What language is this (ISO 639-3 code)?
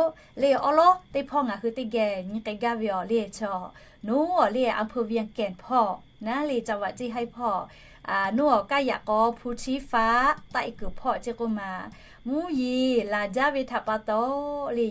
lhu